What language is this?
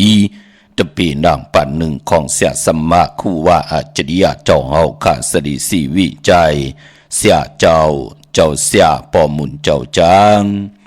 Shan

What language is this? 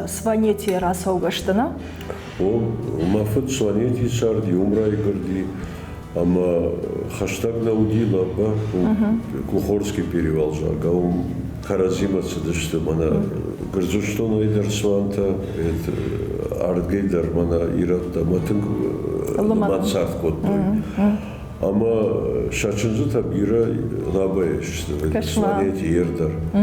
Ossetic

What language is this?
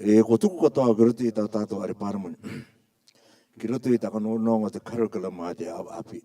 Rarotongan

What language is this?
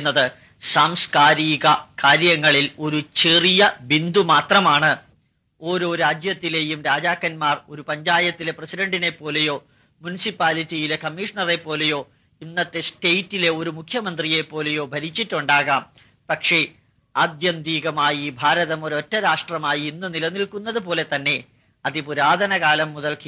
Malayalam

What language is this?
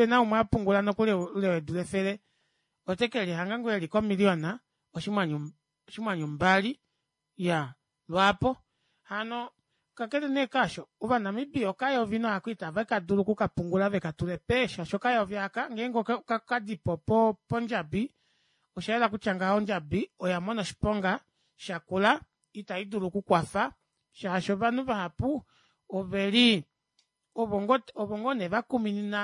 Kuanyama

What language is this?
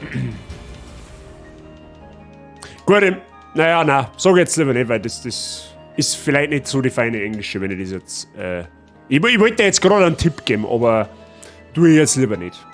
Bavarian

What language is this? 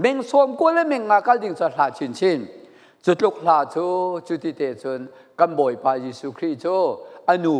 Falam Chin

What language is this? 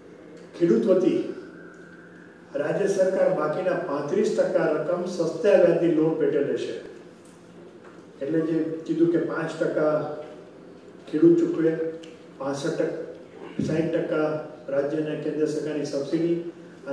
Gujarati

